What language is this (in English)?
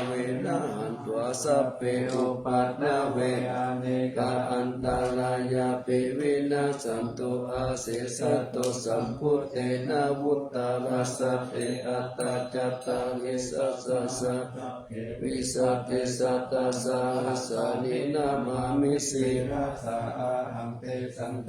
Pali